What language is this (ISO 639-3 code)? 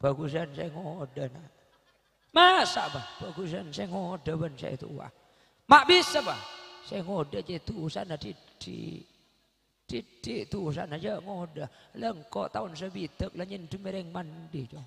mad